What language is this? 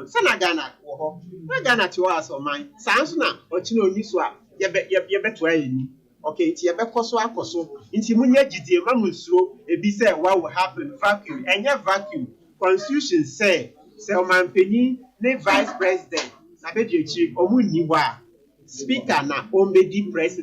Akan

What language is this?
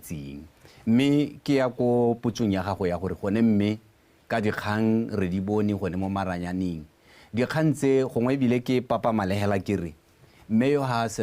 Tswana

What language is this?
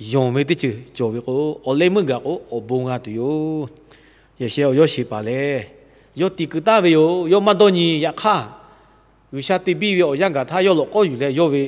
Lahu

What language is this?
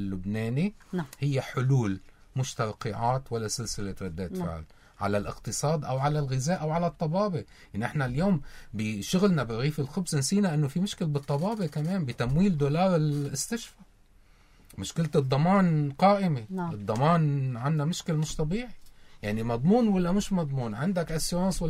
North Levantine Arabic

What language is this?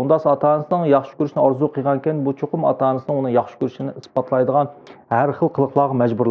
Uyghur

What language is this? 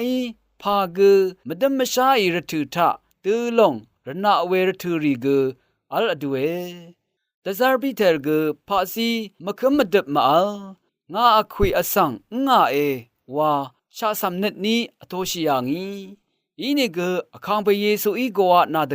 Rawang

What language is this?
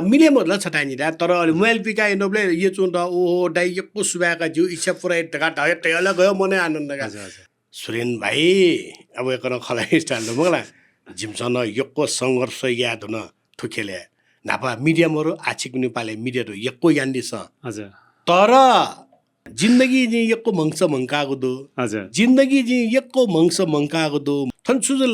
Newari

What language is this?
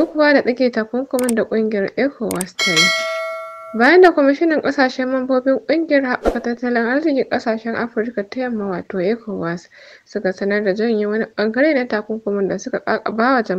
Hausa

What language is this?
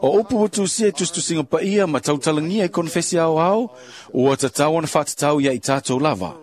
Samoan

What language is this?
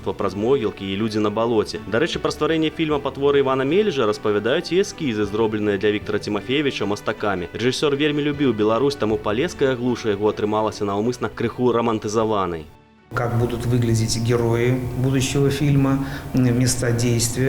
Belarusian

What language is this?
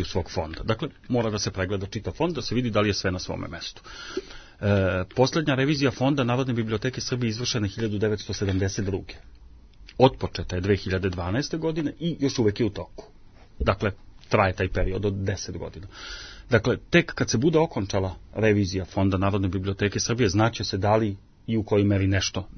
Serbian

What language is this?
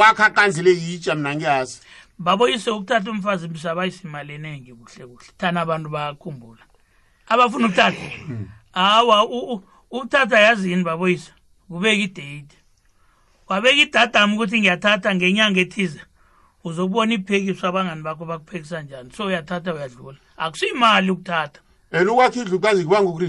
South Ndebele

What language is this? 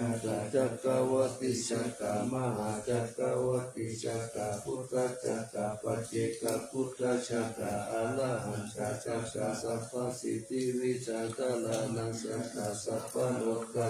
Pali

